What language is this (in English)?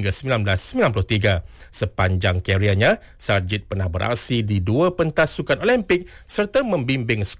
Malay